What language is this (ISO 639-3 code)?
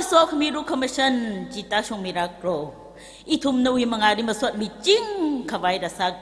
nmf